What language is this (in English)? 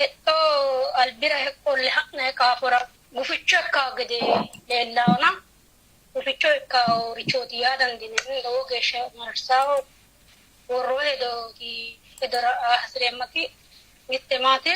Sidamo